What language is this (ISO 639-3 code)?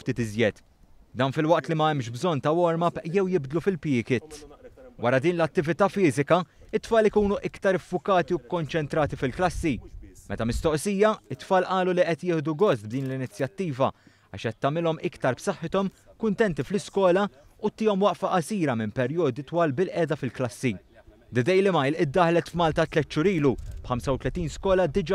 mlt